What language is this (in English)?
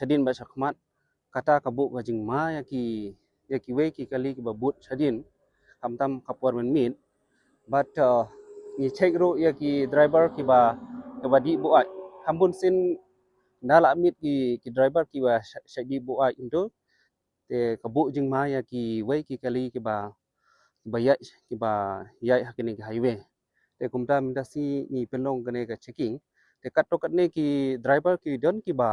Khasi